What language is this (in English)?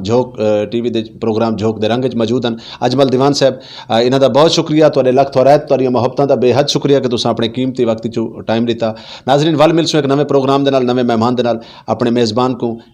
Saraiki